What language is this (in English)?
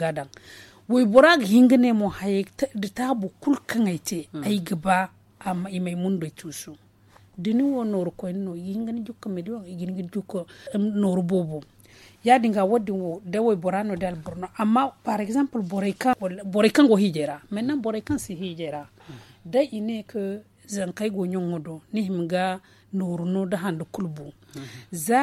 Zarma